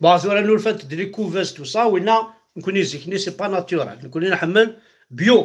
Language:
Kabyle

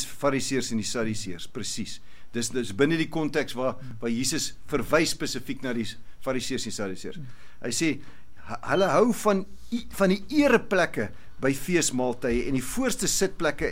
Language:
Afrikaans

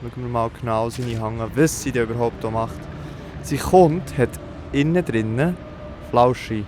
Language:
Swiss German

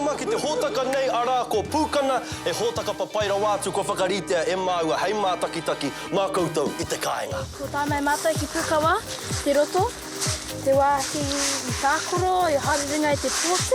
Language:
Māori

